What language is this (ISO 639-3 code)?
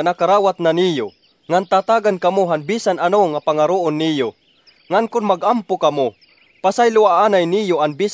war